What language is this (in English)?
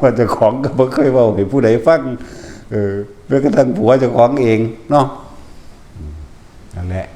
Northeastern Thai